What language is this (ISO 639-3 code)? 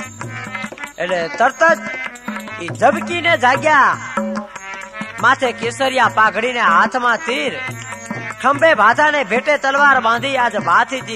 guj